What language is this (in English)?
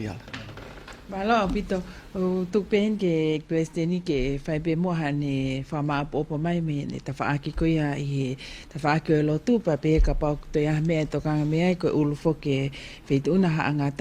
Tongan